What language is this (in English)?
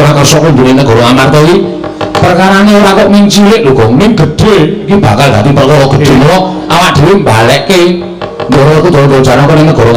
Javanese